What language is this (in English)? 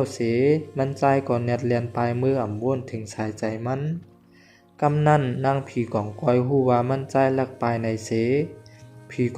Shan